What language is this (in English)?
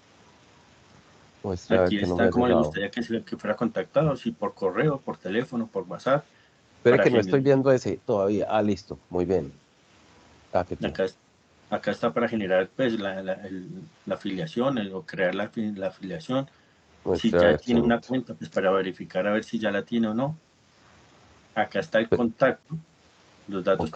Spanish